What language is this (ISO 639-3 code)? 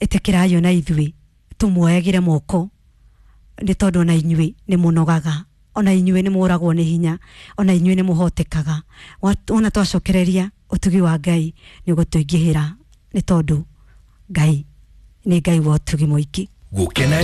kik